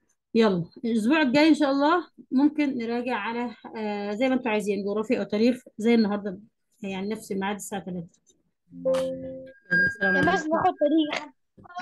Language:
Egyptian Arabic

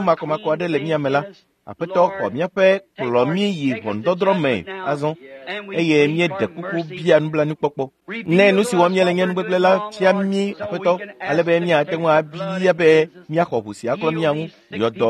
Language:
Ewe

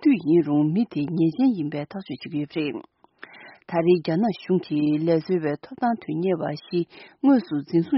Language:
Tibetan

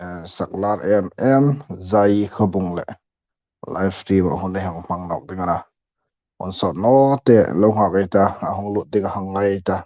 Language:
Hmar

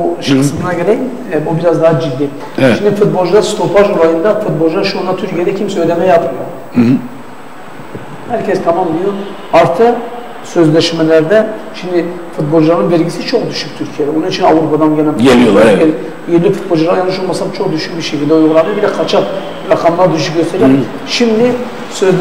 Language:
Turkish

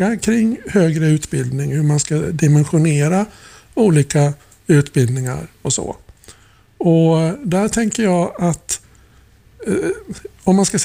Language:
Swedish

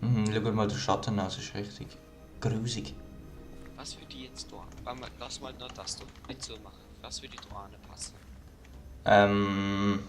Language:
Swiss German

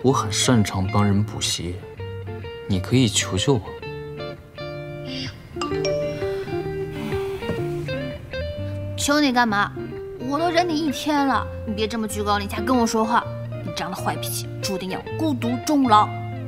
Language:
Chinese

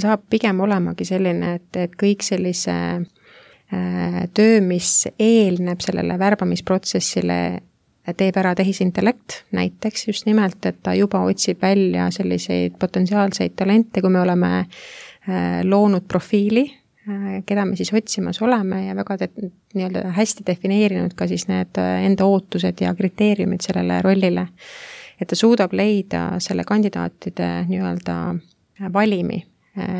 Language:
Estonian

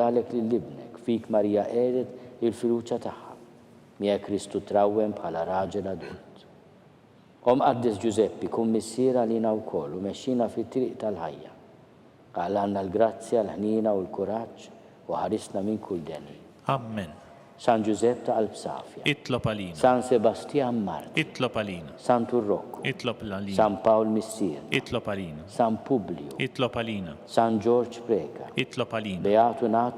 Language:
Maltese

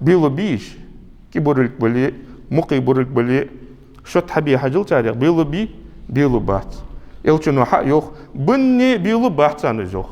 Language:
Ingush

